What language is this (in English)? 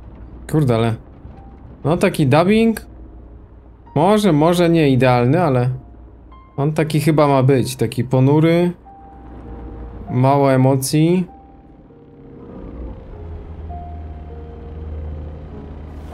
Polish